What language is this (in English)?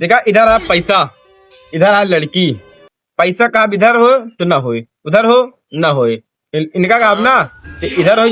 Awadhi